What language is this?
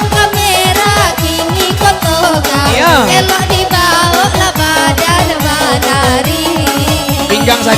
Minangkabau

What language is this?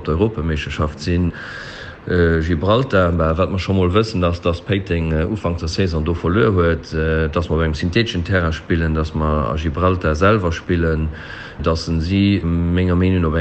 Luxembourgish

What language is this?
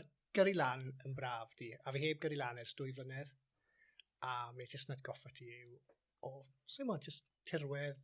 Welsh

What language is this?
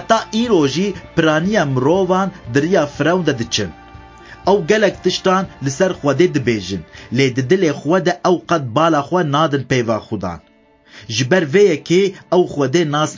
Kurdish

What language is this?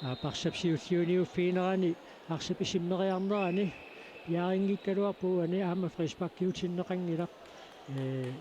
Kalaallisut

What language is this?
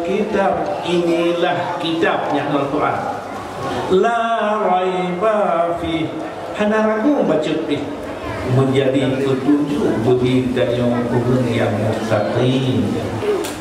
Achinese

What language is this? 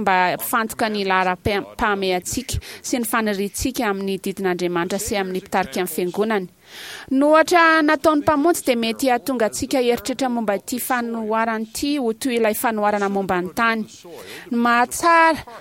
Malagasy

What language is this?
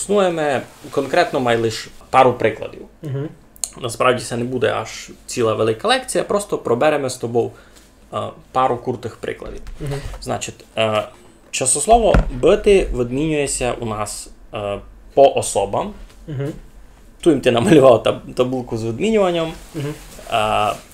Rusyn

